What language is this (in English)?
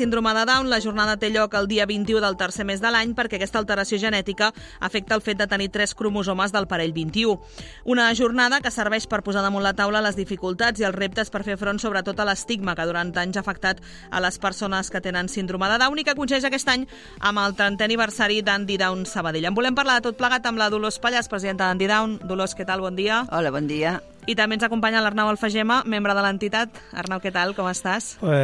Catalan